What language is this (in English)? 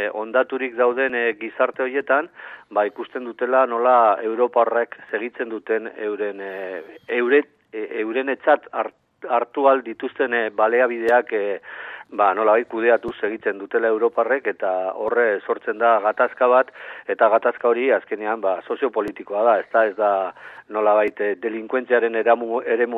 Basque